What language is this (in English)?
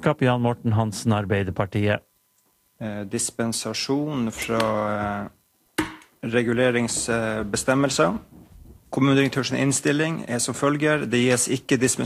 Norwegian